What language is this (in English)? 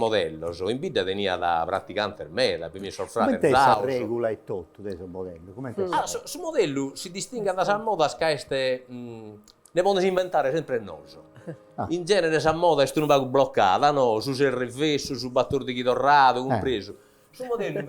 Sardinian